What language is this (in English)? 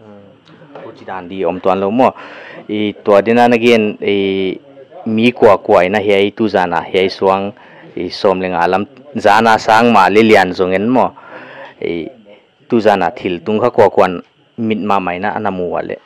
Paite Chin